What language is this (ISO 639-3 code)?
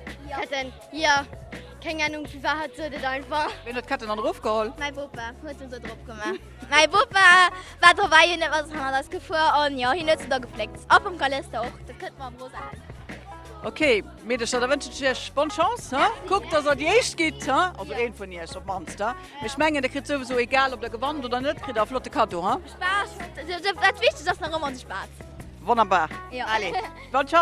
ltz